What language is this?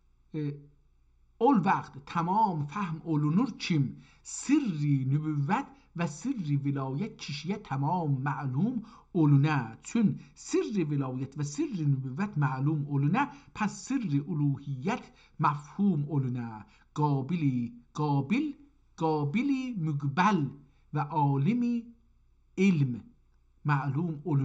South Azerbaijani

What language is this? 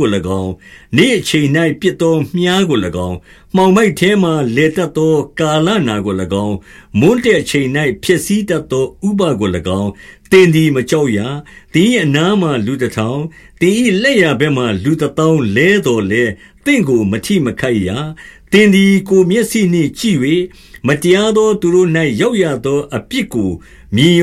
Burmese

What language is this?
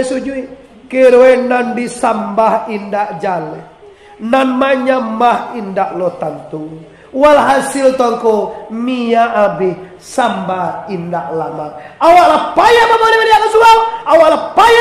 Minangkabau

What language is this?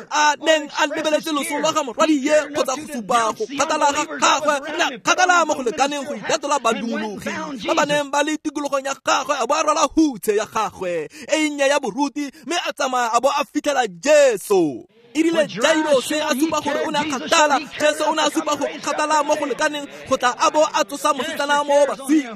Tswana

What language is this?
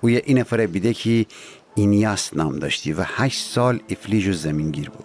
Gilaki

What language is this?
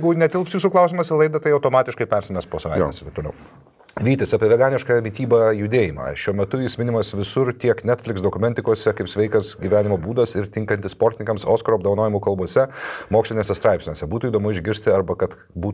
Lithuanian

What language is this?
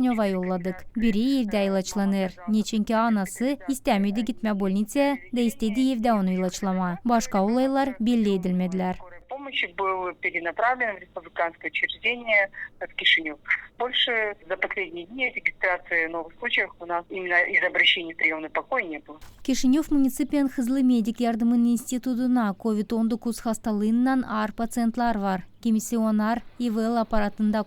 Gagauz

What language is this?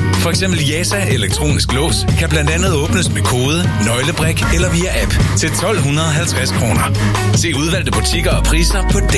Danish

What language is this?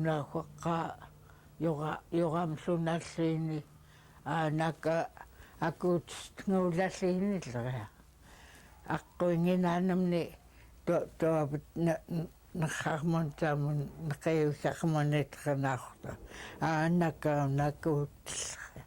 Central Yupik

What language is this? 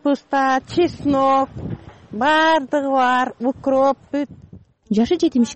Kyrgyz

